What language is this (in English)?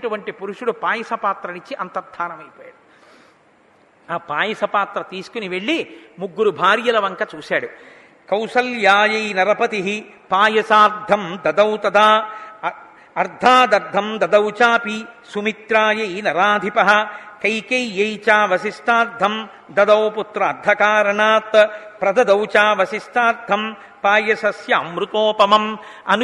Telugu